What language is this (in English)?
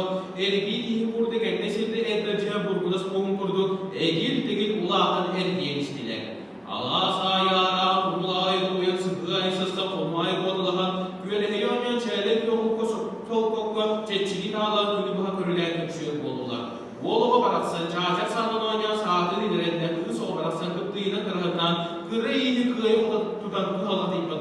Yakut